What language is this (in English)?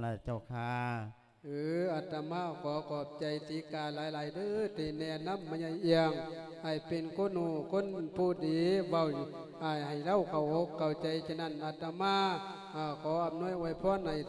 Lao